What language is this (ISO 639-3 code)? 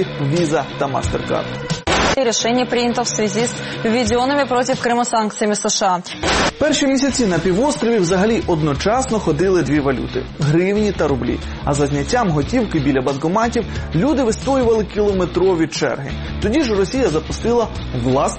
ukr